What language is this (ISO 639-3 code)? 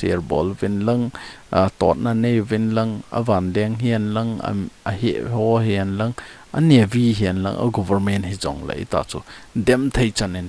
tcz